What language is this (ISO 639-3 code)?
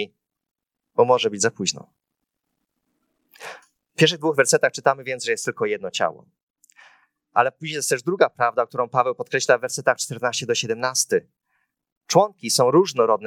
pol